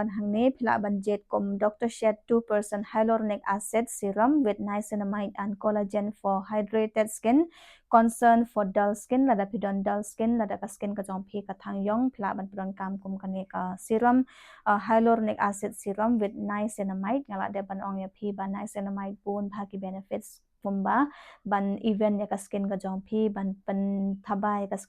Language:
Khasi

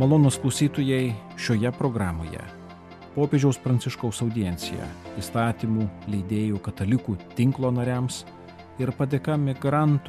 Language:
Lithuanian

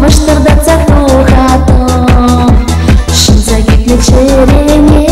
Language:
Chuvash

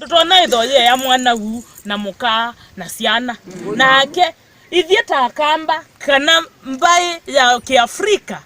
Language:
Kamba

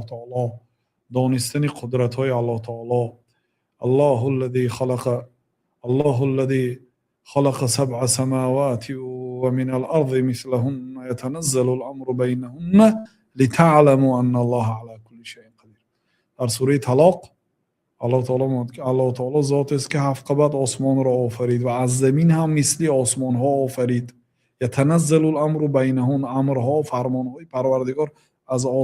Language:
Tajik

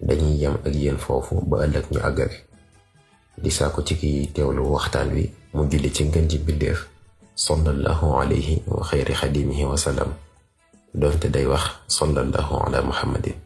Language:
Wolof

